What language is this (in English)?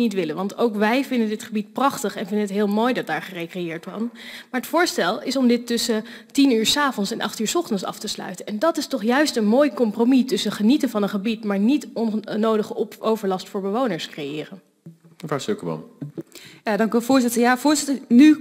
Dutch